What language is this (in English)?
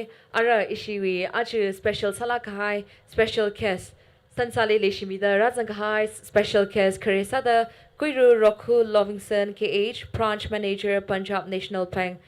Tangkhul Naga (India)